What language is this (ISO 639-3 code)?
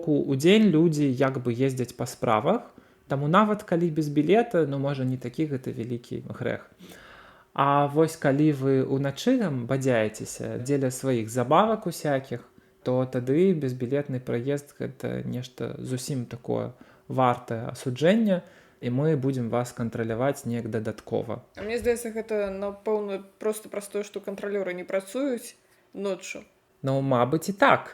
bel